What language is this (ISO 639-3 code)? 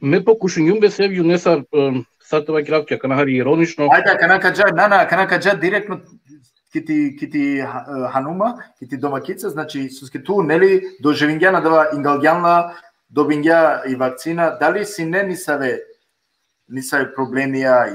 rmn